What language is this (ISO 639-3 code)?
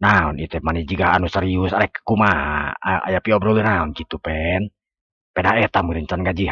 sun